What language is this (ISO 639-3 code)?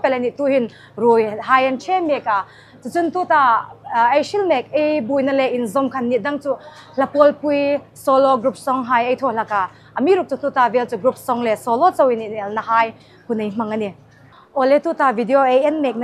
hmr